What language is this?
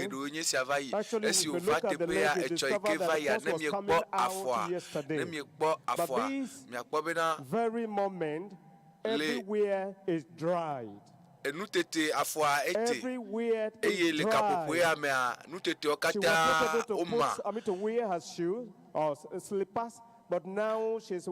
Ewe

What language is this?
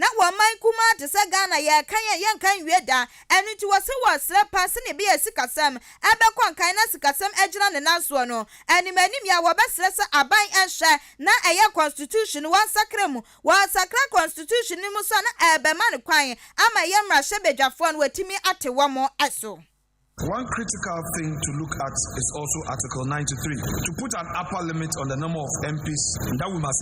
Akan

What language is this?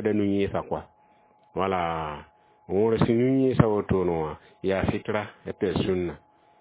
Mossi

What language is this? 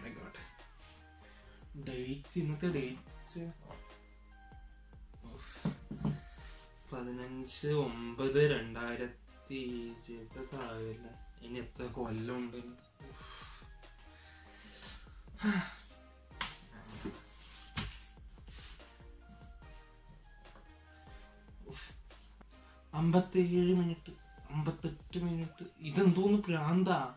Malayalam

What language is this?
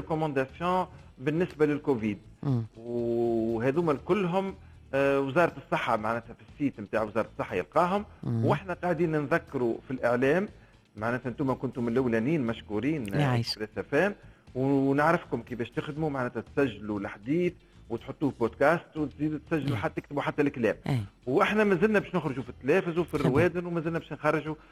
Tunisian Arabic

